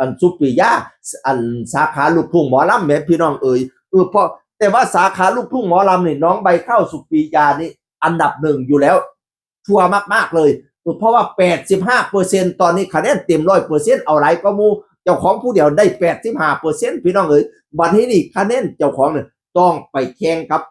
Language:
Northeastern Thai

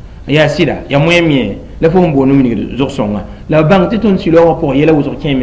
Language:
Mossi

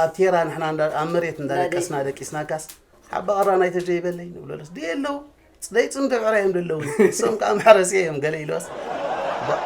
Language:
Tigrinya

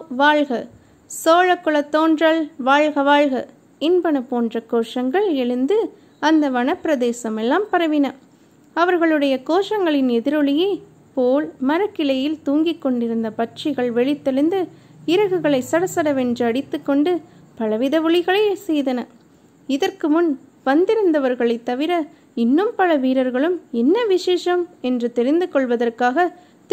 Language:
Tamil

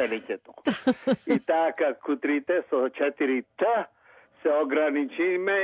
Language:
Macedonian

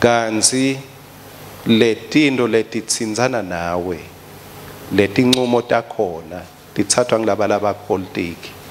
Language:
Swati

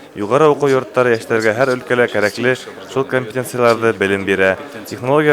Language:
Bashkir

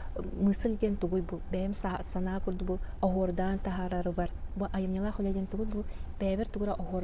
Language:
Yakut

